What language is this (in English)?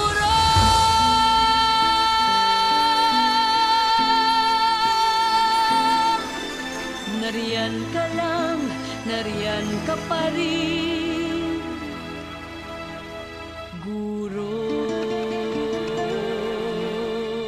Filipino